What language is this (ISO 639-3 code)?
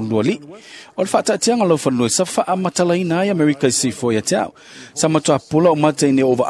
smo